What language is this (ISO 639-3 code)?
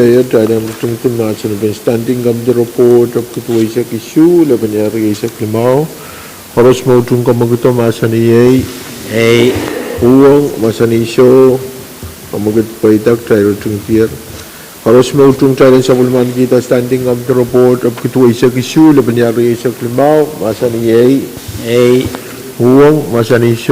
pon